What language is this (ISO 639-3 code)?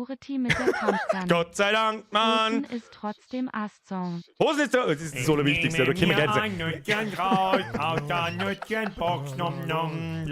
bar